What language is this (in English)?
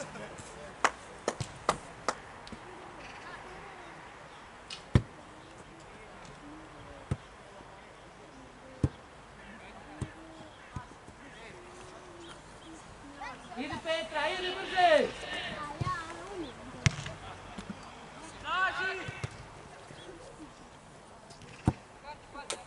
Croatian